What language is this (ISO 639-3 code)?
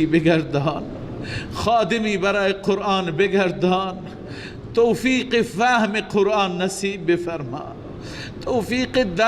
fas